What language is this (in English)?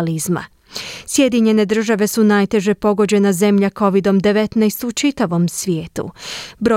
Croatian